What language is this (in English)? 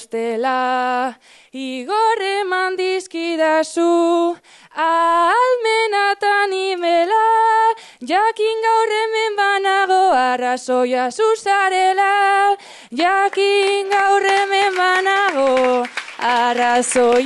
Basque